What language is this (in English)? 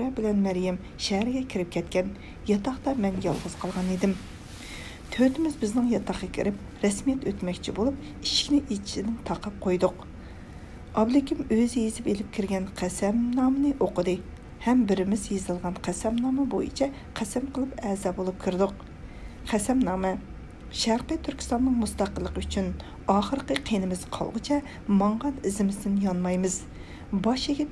Uyghur